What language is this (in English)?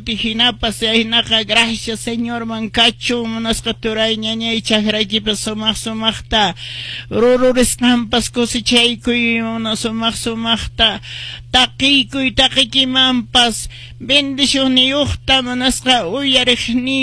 Quechua